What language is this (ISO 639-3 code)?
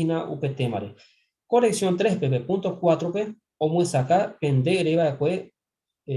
grn